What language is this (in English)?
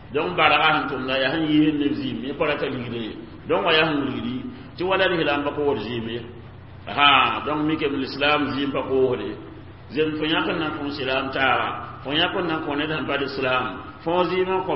Mossi